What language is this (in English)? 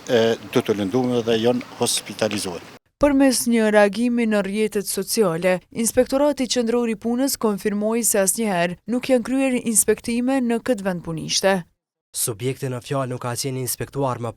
Albanian